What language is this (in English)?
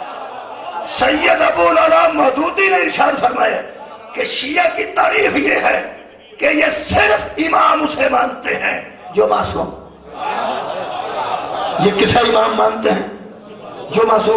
Urdu